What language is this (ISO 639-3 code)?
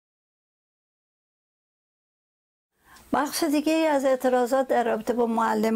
fas